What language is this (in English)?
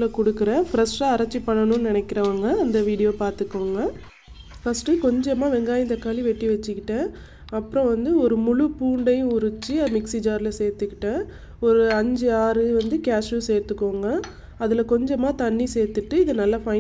Tamil